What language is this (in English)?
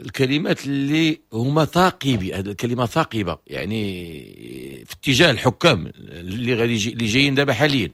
Moroccan Arabic